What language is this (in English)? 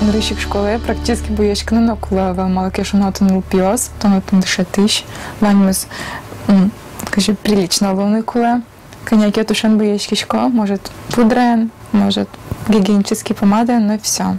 Udmurt